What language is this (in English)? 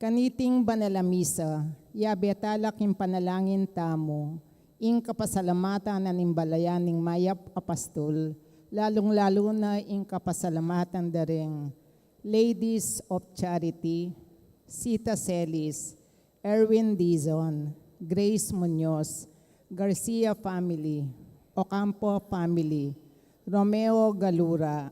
Pampanga